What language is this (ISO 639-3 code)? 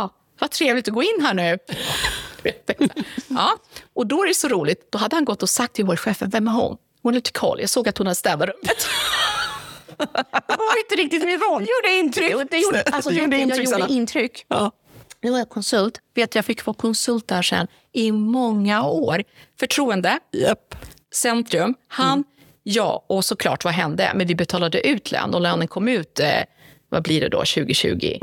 swe